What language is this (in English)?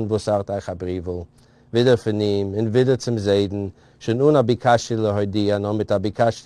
Yiddish